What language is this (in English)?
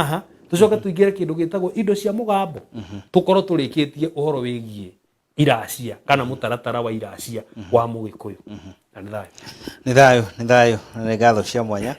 Kikuyu